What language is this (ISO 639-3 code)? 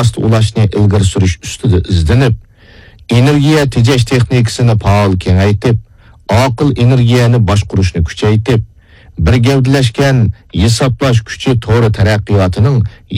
uig